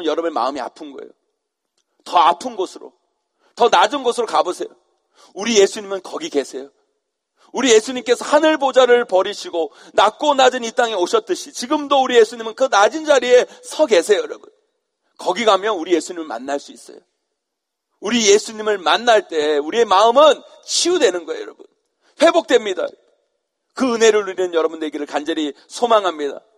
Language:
Korean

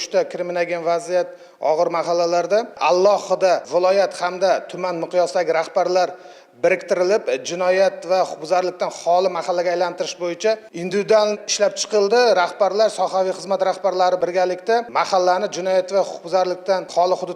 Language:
Uzbek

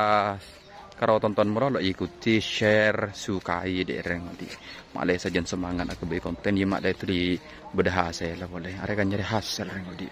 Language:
Madurese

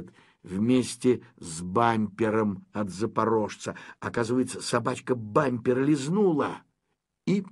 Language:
Russian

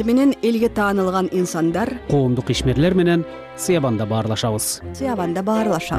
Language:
Kyrgyz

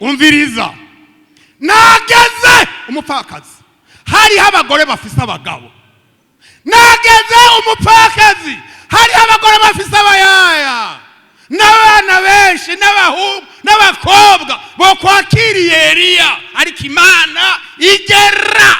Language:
Rundi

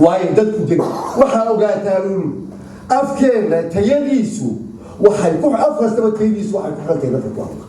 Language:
Somali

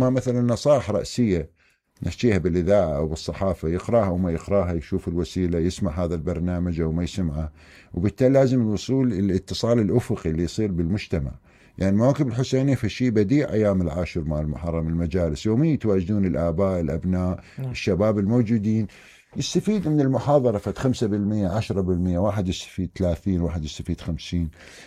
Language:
Mesopotamian Arabic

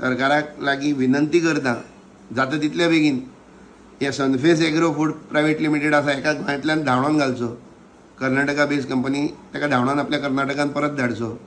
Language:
Konkani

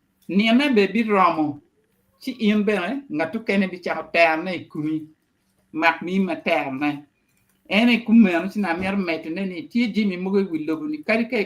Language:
Acoli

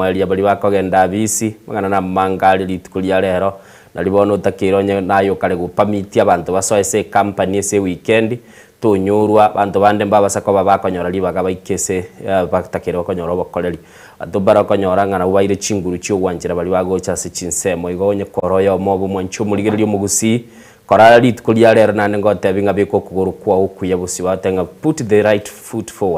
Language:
Gusii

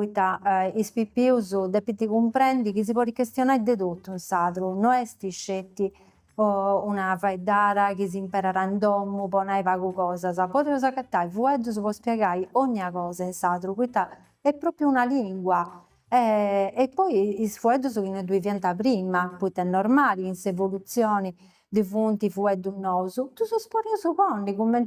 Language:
Sardinian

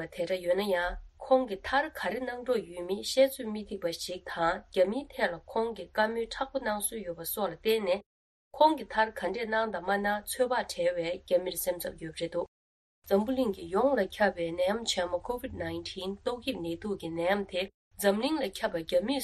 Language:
Tibetan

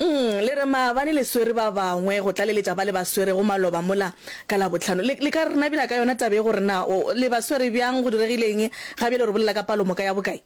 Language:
Northern Sotho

